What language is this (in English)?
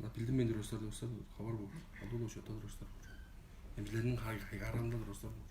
Tuvinian